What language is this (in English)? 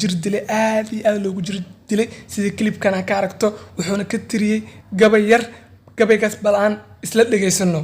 Somali